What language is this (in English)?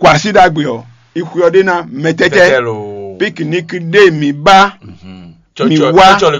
Fon